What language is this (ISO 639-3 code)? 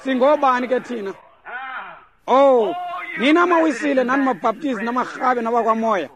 xho